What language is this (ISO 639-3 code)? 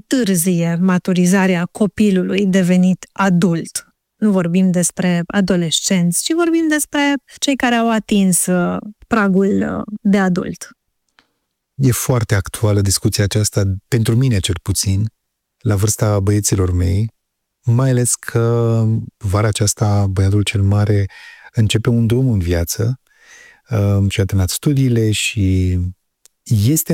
ron